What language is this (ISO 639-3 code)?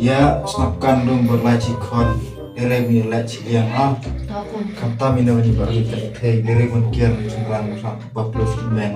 kha